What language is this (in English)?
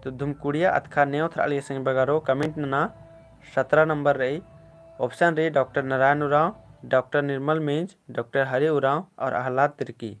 Kurukh